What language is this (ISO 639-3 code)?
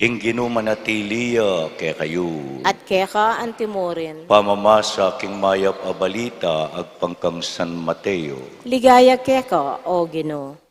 pam